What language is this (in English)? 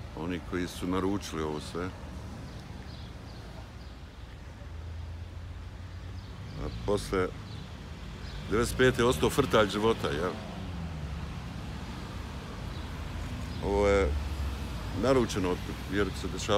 Bosnian